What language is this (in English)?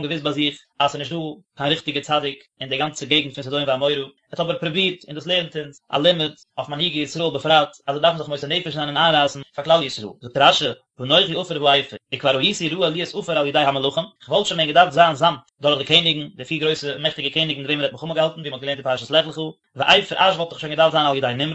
Yiddish